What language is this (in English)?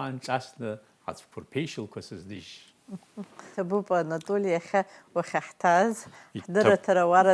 Abkhazian